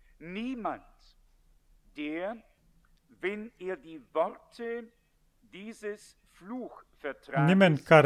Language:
Romanian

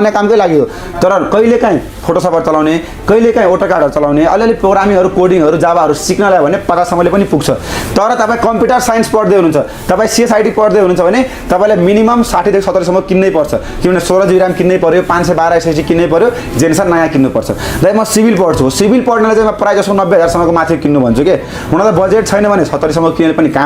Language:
Nepali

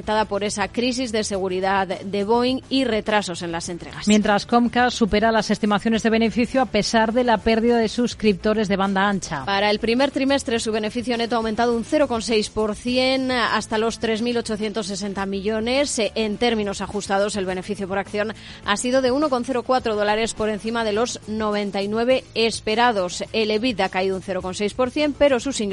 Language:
Spanish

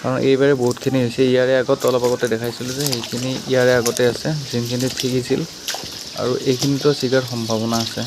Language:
Assamese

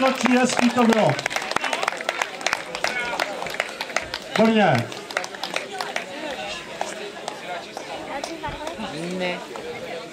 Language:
Czech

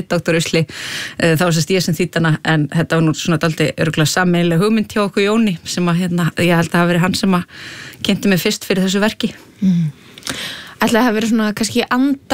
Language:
Icelandic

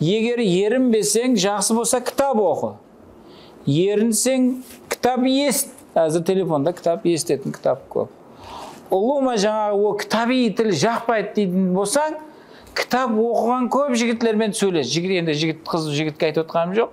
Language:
Kara-Kalpak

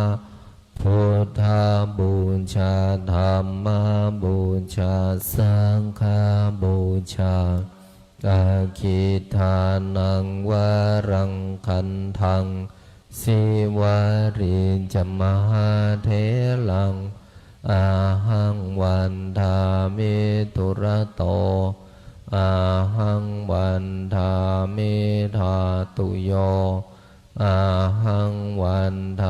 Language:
Pali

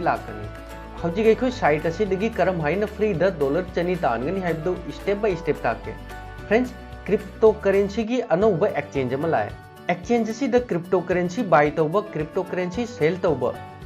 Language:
Manipuri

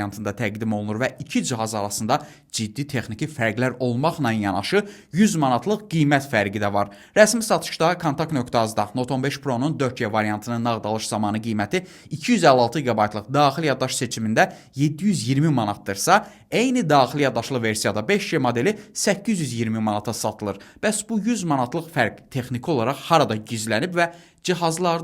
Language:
Azerbaijani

